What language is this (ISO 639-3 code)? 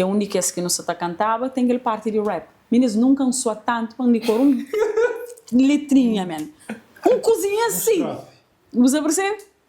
kea